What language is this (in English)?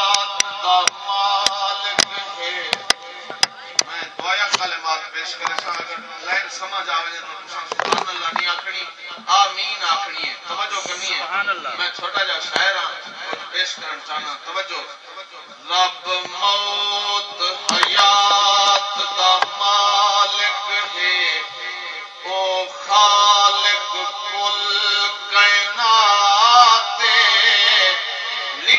Saraiki